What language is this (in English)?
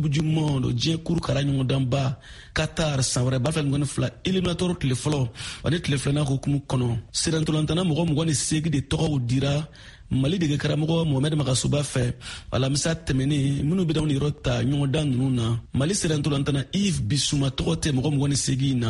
Bambara